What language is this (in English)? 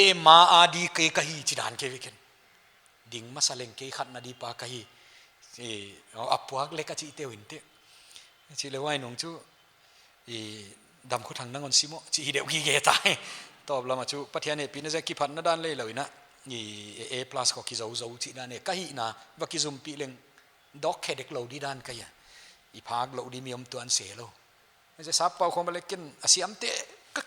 Paite Chin